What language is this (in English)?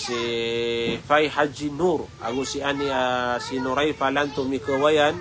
Maranao